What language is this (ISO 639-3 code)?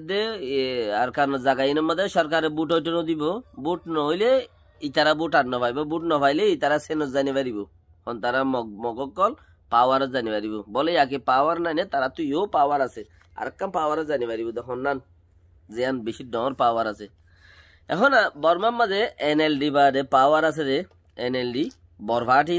rhg